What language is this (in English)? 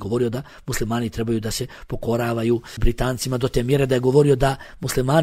Bosnian